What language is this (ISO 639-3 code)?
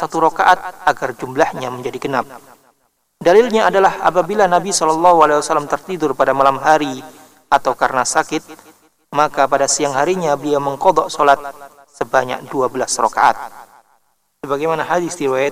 ind